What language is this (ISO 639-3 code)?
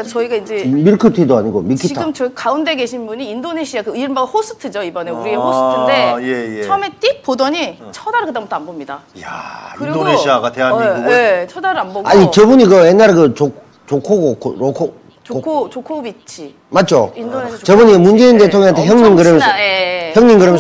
kor